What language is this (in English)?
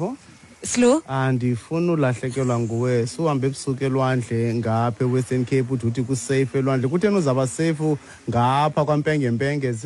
Xhosa